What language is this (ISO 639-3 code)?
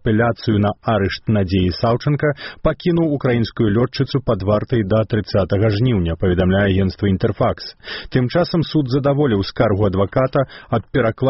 bel